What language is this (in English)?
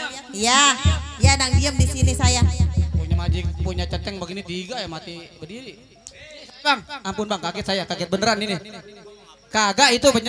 Betawi